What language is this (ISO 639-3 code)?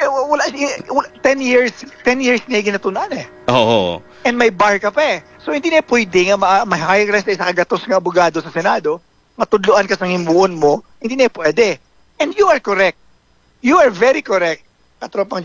hil